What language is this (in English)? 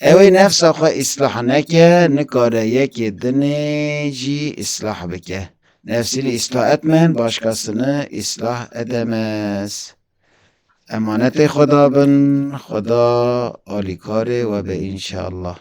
Kurdish